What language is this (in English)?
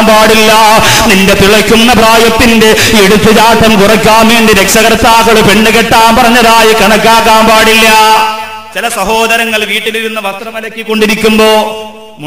Malayalam